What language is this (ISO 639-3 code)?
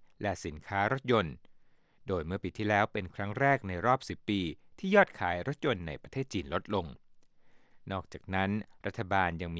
tha